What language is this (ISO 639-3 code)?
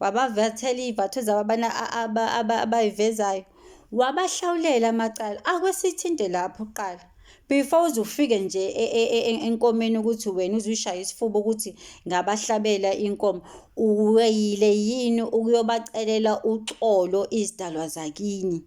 zul